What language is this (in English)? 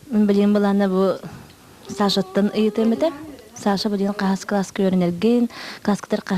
Yakut